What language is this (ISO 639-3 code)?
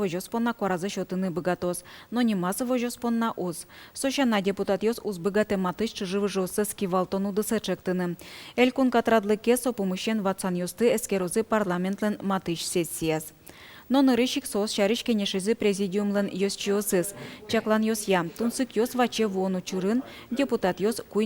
udm